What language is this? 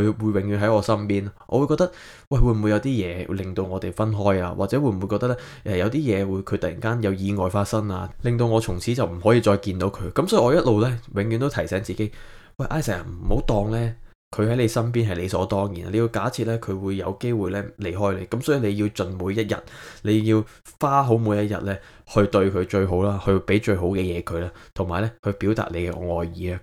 Cantonese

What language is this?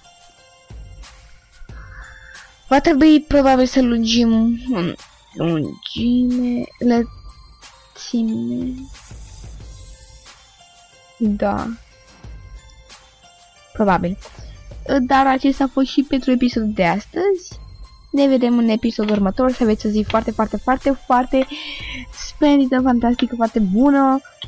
Romanian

